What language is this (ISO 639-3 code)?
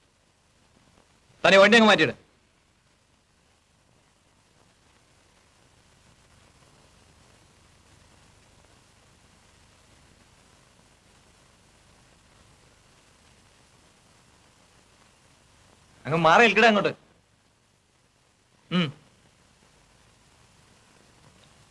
mal